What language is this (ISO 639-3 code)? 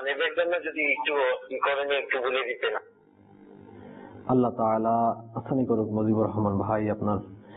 ben